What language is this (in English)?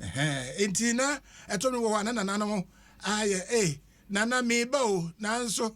Akan